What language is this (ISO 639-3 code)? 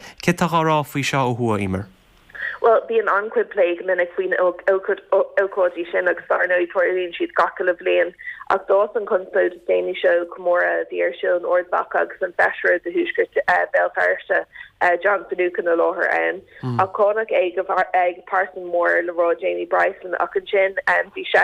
gle